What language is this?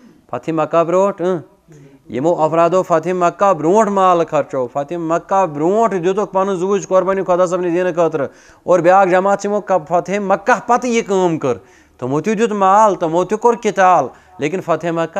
Kashmiri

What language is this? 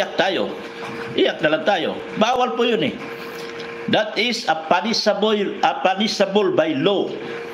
Filipino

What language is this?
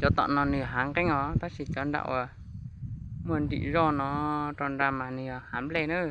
Hmong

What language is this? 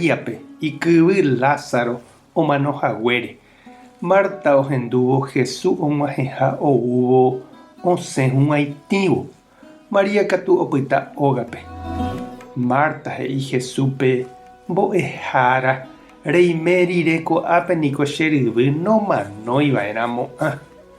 Guarani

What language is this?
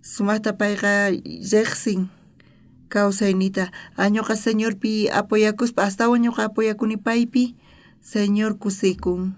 South Bolivian Quechua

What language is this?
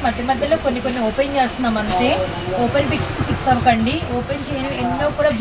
Telugu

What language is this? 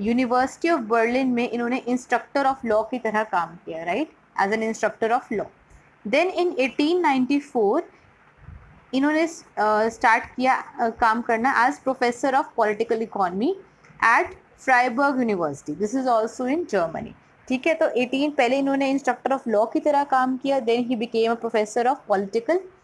Hindi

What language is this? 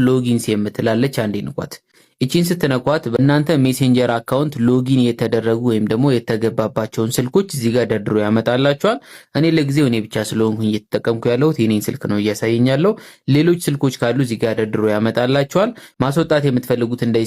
Amharic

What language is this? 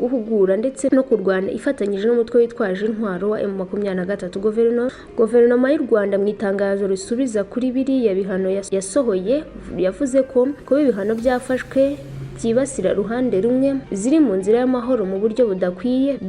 Kinyarwanda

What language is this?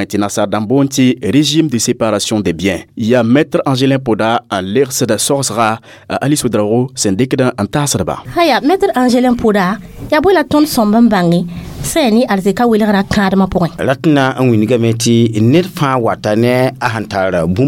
Mossi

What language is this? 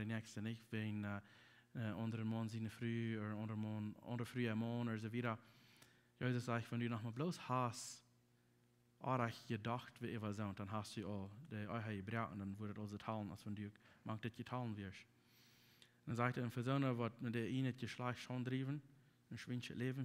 Plautdietsch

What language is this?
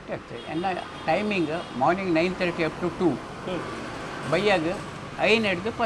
Tulu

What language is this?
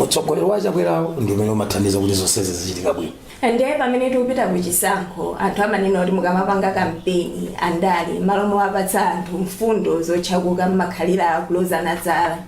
Nyanja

